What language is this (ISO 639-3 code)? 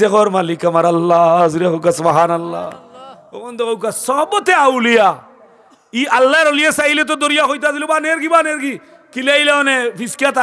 syl